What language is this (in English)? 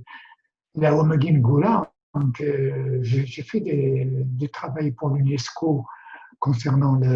Kabyle